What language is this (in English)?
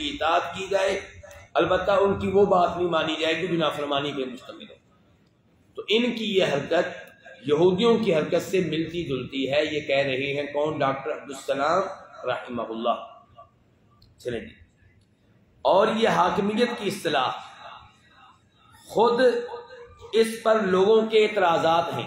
Urdu